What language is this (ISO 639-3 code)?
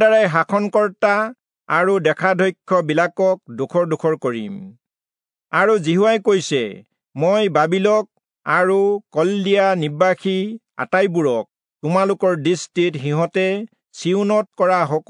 asm